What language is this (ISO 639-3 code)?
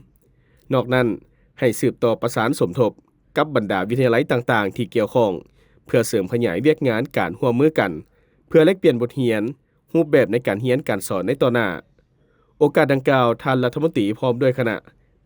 lao